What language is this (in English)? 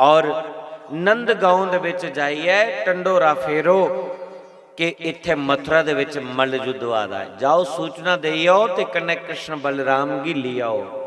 Dogri